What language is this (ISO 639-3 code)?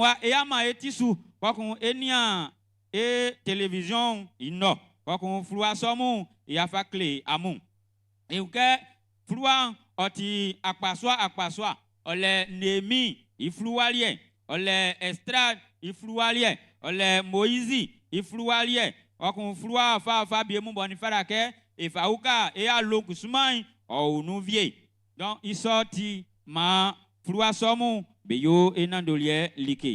bci